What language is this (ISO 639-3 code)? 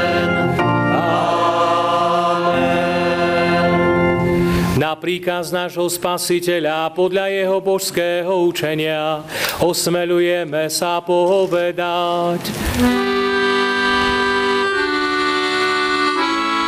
slk